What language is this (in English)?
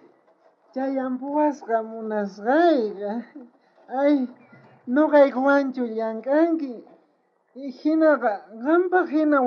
South Bolivian Quechua